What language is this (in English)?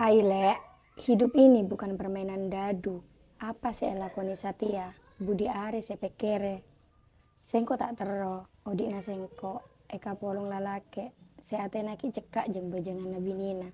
Madurese